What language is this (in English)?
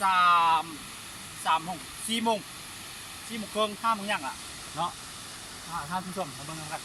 Lao